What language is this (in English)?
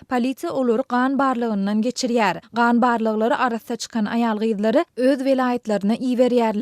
Turkmen